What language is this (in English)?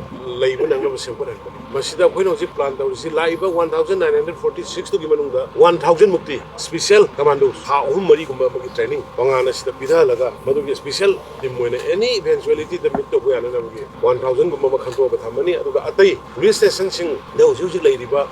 Manipuri